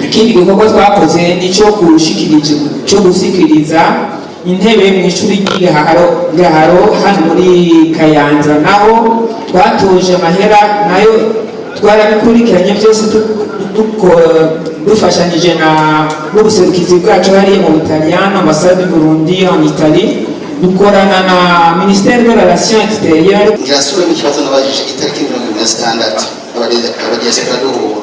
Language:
Rundi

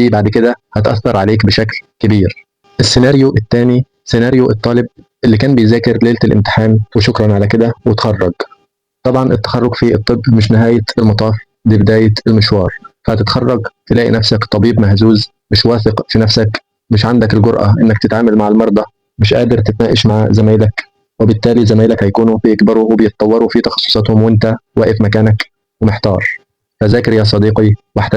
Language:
Egyptian Arabic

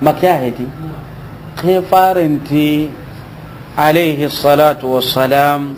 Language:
Soninke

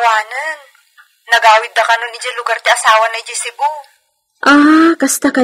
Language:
Iloko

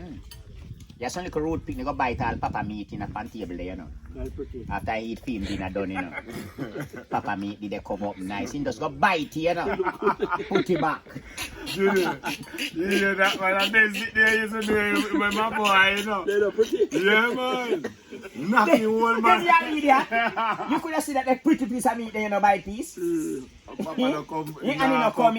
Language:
Jamaican Creole English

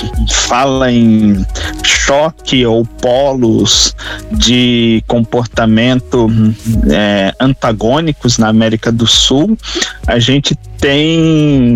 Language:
Portuguese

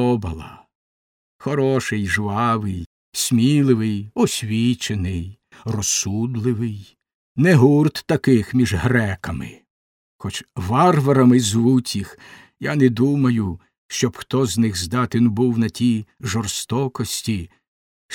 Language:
Ukrainian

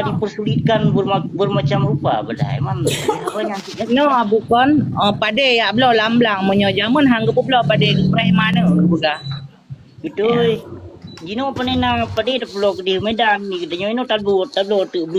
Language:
Achinese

